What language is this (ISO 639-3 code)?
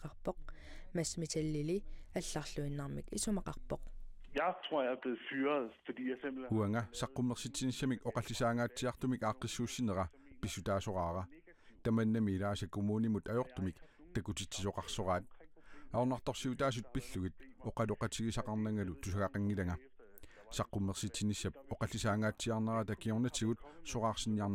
kal